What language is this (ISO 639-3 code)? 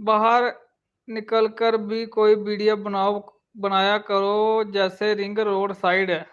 doi